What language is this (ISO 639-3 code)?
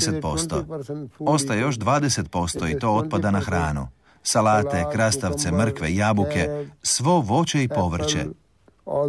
hrv